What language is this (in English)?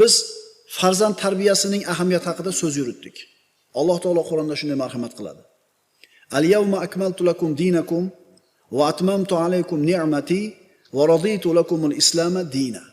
Uzbek